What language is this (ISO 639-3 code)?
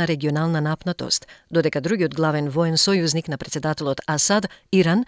mkd